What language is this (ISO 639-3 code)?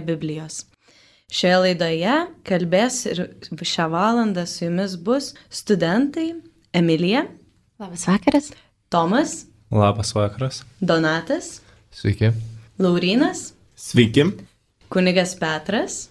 lit